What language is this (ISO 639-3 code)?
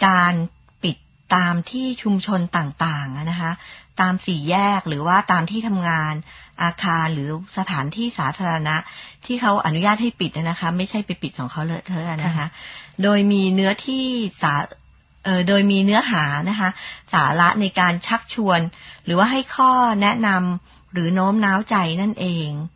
tha